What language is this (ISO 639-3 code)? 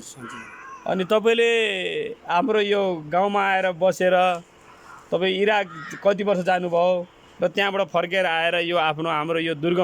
nep